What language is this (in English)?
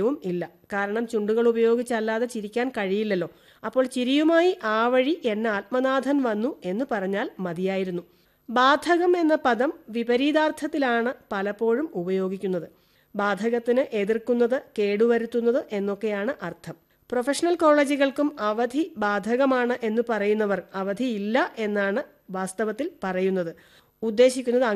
Malayalam